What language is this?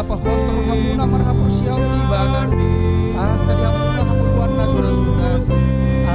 Batak Toba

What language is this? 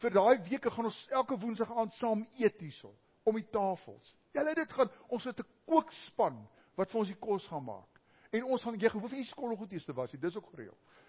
Afrikaans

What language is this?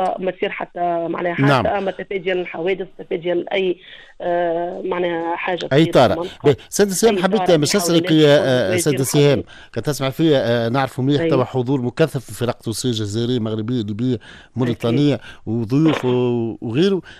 Tunisian Arabic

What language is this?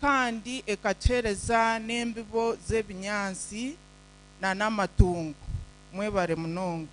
Nyankole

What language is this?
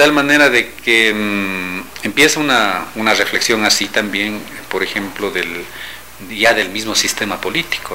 Spanish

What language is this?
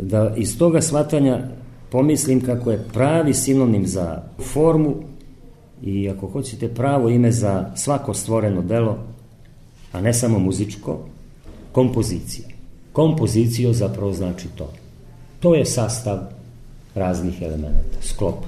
Serbian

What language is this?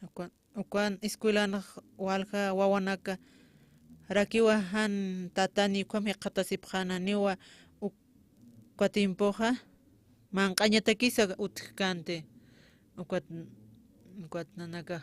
Aymara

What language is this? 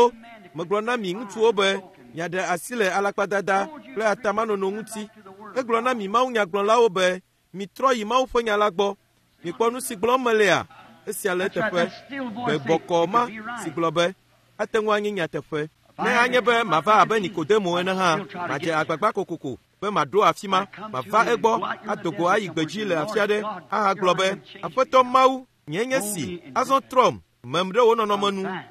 Ewe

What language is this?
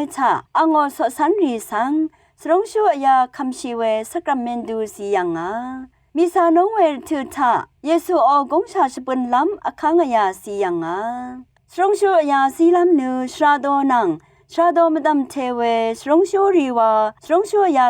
Rawang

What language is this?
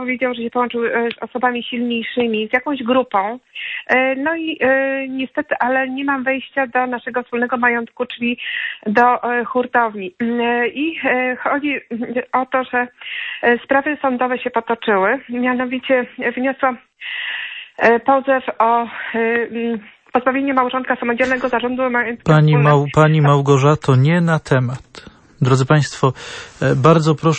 Polish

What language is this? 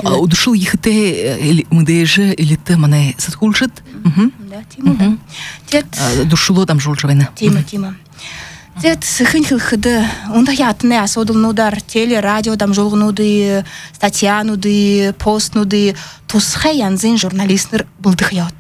Buriat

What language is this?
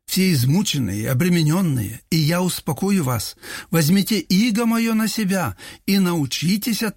Russian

